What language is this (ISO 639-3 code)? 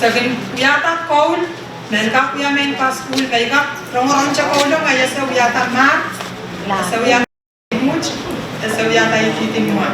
pon